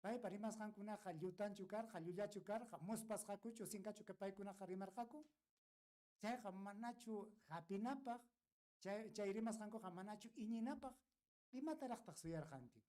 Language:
Ayacucho Quechua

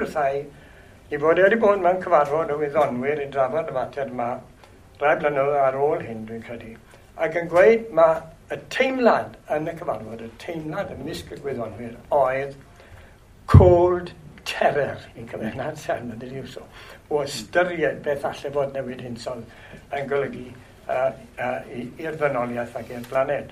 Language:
Welsh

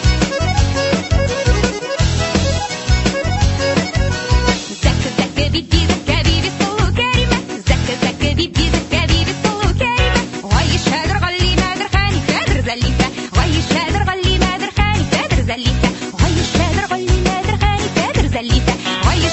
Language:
Tatar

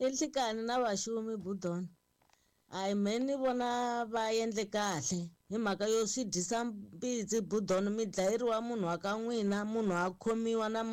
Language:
Tsonga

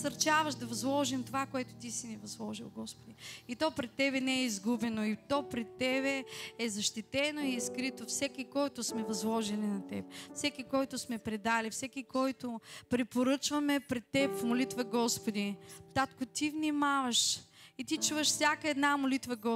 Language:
Bulgarian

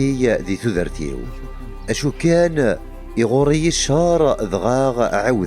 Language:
Kabyle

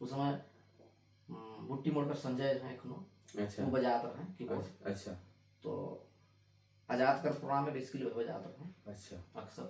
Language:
Sadri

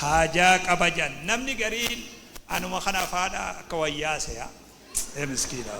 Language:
Oromo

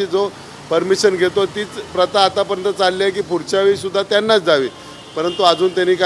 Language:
Marathi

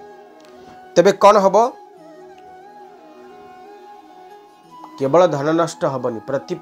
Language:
Odia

